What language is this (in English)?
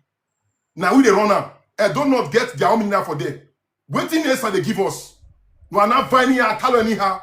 Nigerian Pidgin